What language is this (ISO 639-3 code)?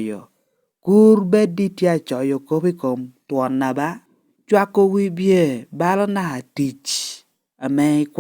laj